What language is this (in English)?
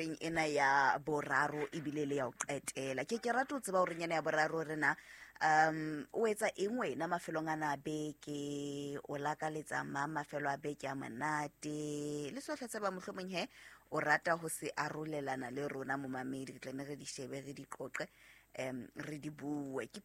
Southern Sotho